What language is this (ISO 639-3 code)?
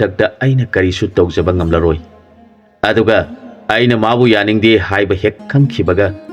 mni